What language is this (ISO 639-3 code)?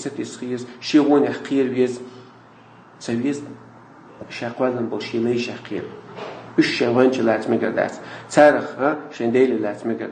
che